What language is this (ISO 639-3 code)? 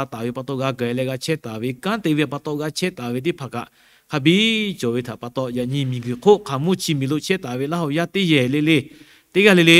lhu